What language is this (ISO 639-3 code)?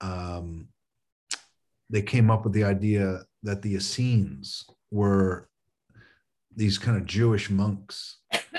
eng